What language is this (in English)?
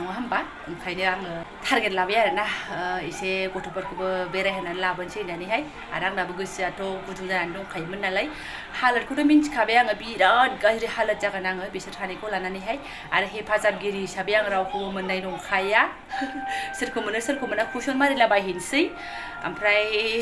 Bodo